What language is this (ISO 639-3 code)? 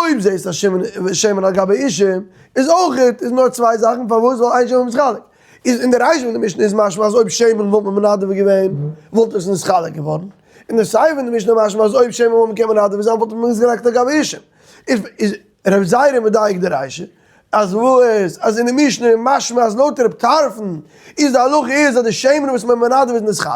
yid